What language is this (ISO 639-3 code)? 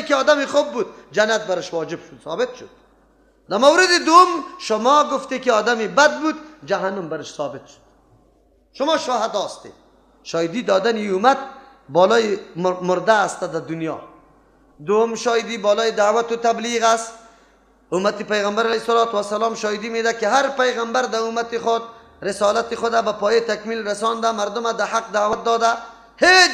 fas